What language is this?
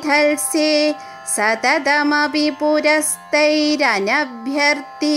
Malayalam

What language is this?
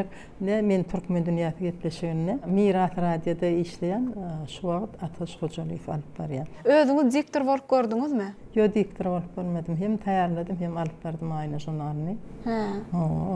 Turkmen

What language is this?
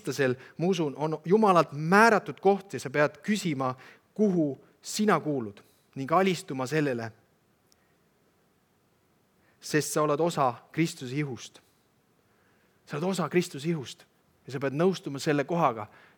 Estonian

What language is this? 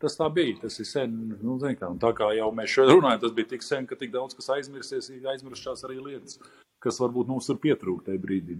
Latvian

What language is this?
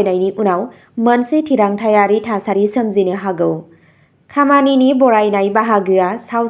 Bodo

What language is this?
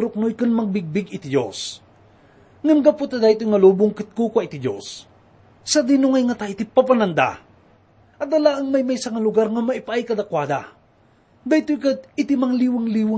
Iloko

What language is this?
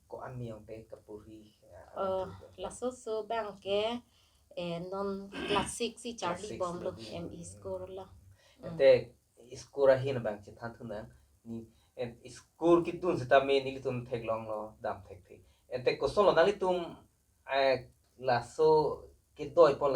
Karbi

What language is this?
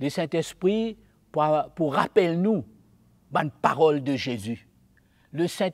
Morisyen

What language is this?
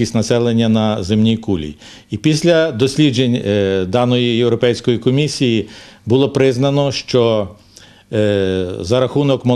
Ukrainian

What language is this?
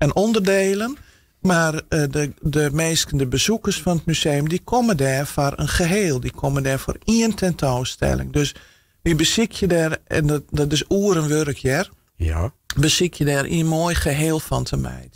Western Frisian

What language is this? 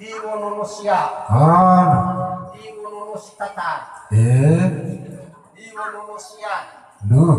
Nias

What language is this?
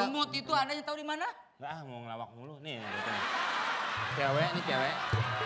Betawi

